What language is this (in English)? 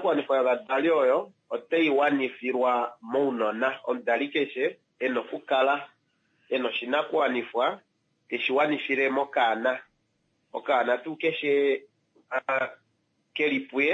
Kuanyama